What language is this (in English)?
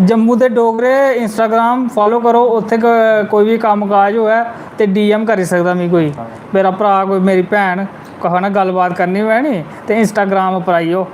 Dogri